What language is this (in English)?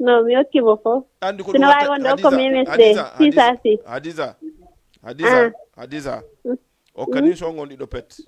Fula